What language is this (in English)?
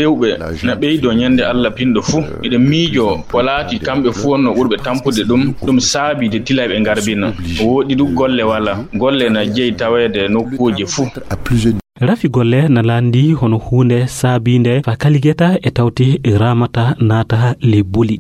Fula